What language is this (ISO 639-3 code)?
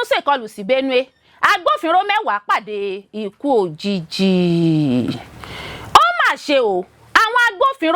yor